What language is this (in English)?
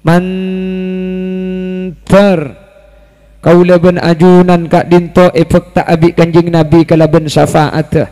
Madurese